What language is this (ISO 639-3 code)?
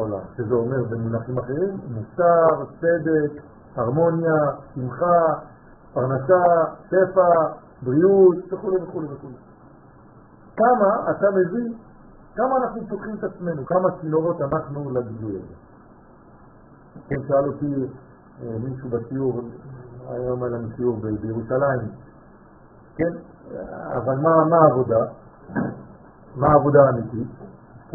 heb